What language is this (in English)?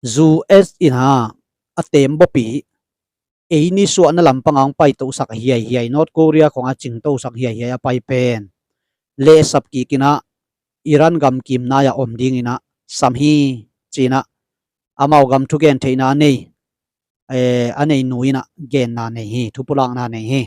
Tedim Chin